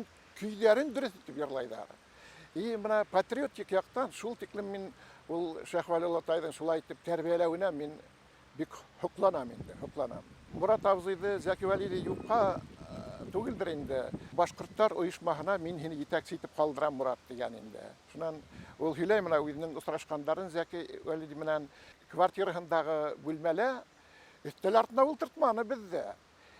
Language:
Bashkir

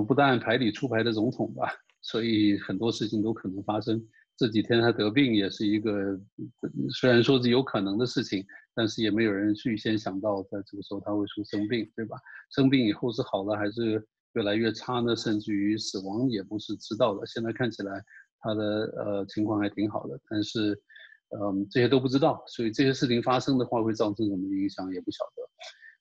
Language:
Chinese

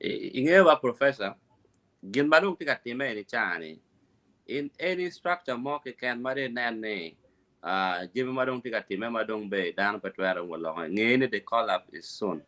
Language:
Acoli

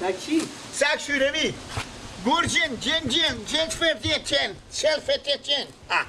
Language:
Persian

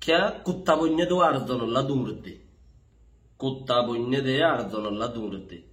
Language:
Rohingya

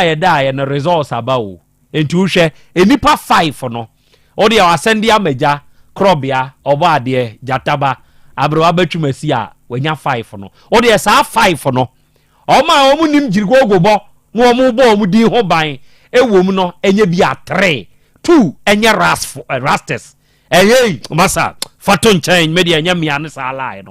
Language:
Akan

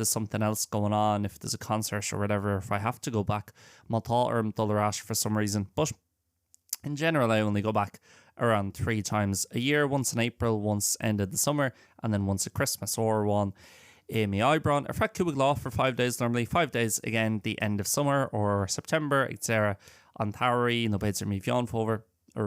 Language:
Irish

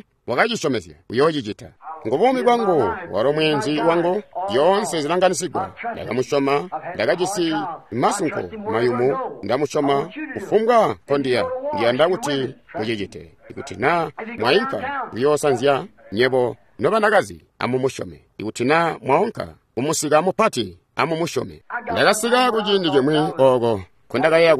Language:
Tonga (Zambia)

